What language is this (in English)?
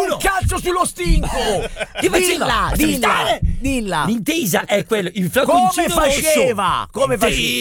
Italian